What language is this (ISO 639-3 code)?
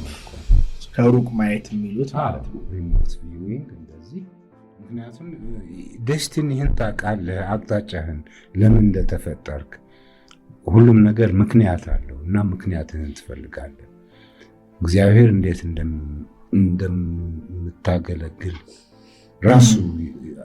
amh